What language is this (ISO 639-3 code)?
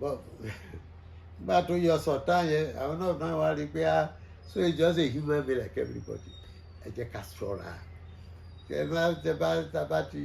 yor